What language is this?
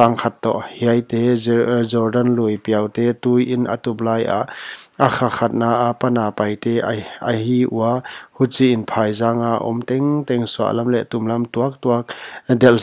Paite Chin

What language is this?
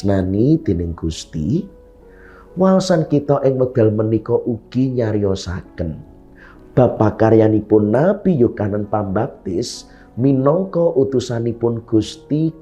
Javanese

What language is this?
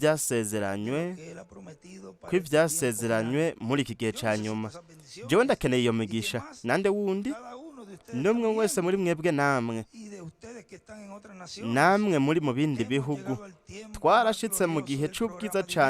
Rundi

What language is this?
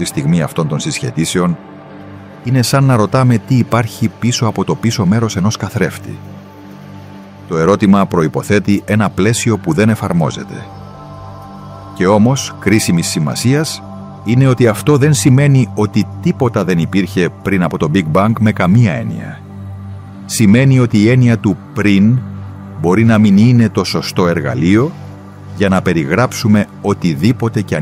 Greek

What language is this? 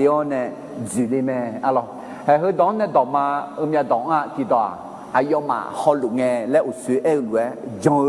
Akha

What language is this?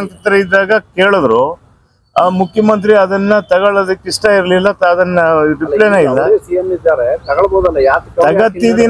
Kannada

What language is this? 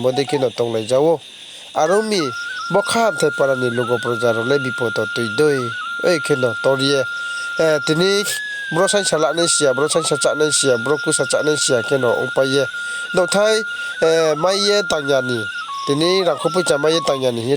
Riang (India)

